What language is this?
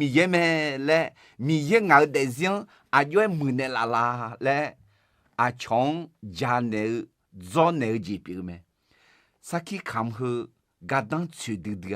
Akha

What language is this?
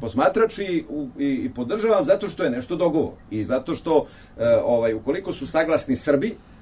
Serbian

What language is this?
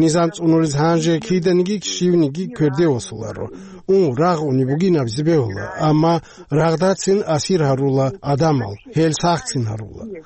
Avaric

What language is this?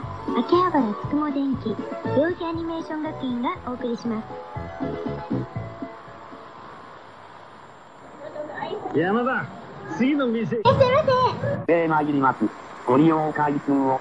Japanese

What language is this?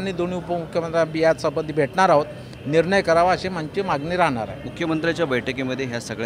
Marathi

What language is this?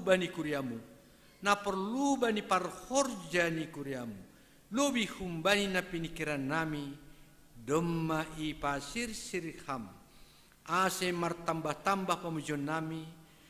Batak Simalungun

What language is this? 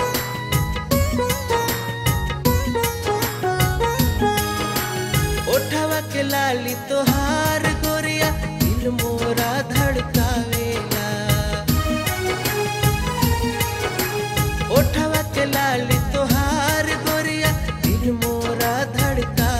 Bhojpuri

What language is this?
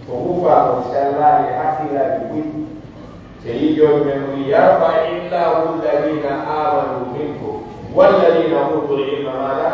Pular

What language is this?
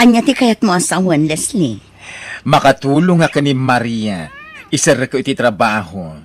Iloko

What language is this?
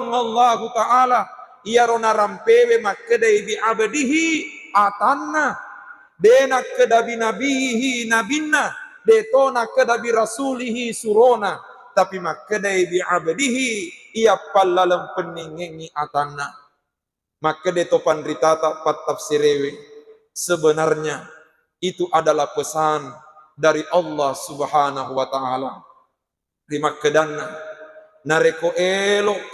Buginese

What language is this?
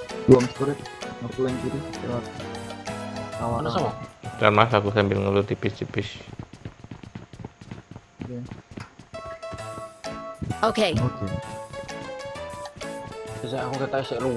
Indonesian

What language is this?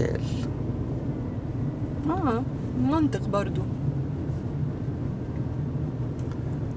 Egyptian Arabic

